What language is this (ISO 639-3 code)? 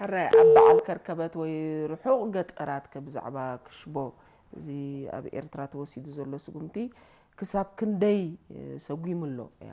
tir